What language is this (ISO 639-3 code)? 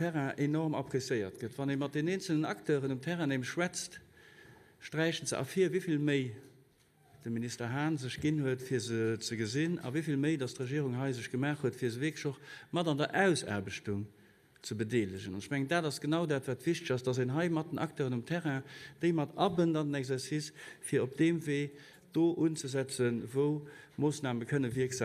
ltz